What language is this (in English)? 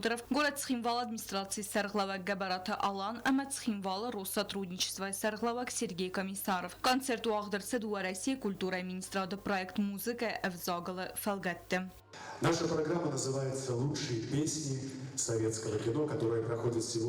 Ossetic